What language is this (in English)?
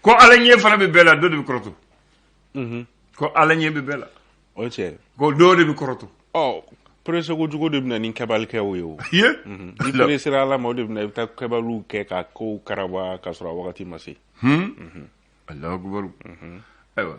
Bambara